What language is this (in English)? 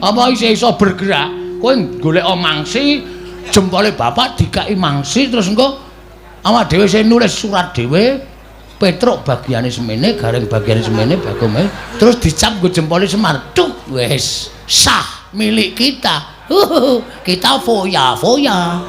Javanese